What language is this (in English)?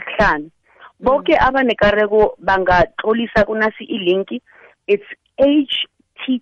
South Ndebele